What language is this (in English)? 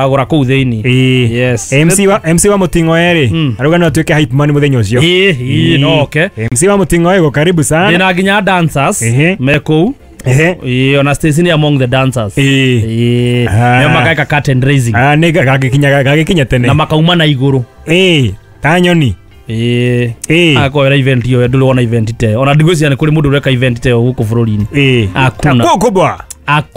Kikuyu